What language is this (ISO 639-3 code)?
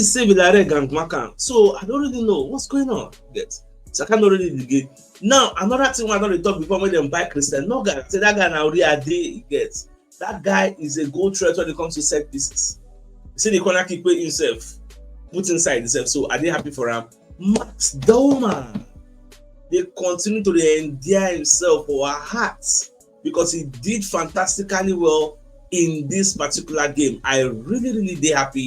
pcm